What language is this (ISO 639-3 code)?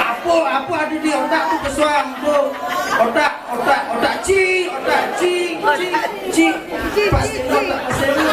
ban